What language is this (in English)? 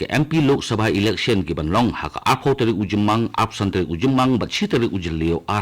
Khasi